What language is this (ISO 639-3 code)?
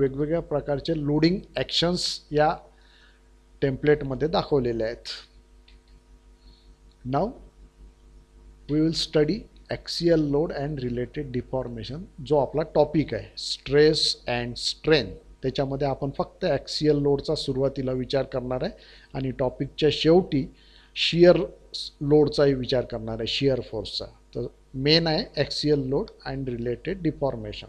mar